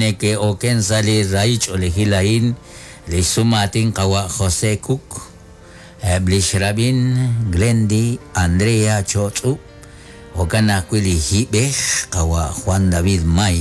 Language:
Kekchí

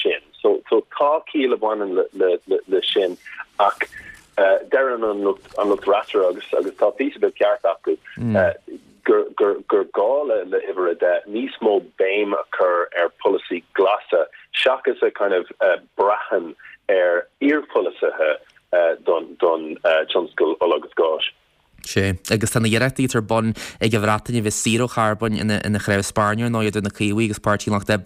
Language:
Irish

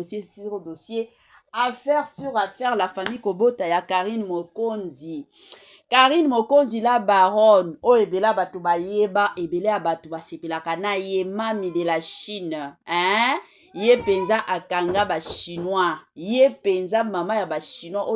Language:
Lingala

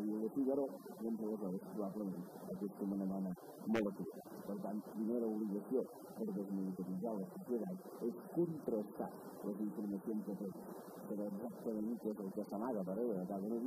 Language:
Catalan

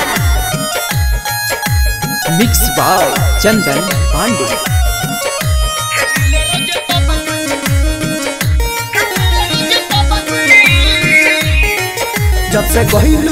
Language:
Bhojpuri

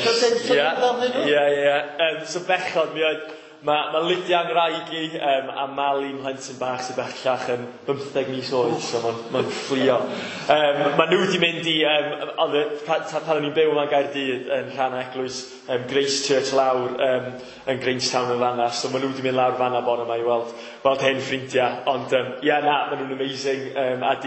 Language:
Welsh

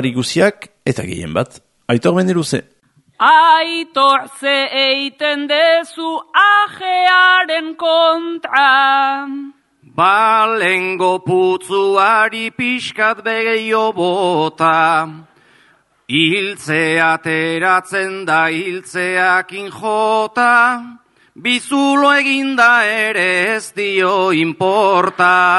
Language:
Basque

